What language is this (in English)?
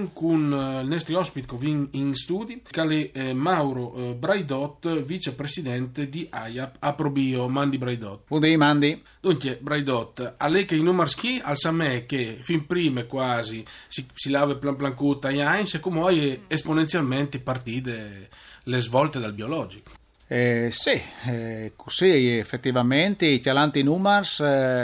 Friulian